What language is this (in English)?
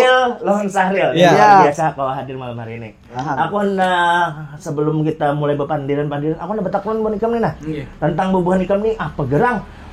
Banjar